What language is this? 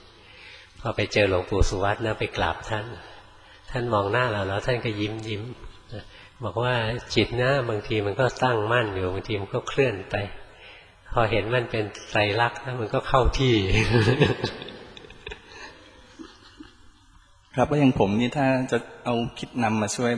Thai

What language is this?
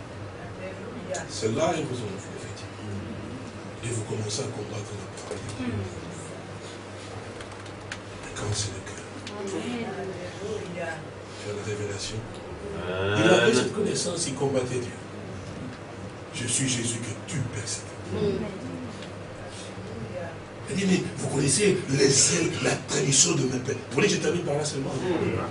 French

